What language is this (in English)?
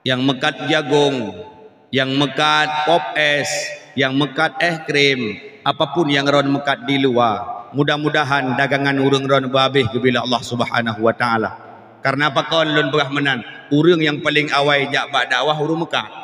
Achinese